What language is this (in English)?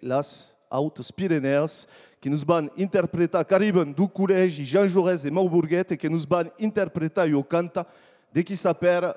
Occitan